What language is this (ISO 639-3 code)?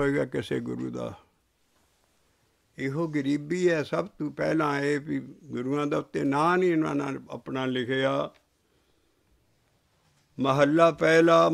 pan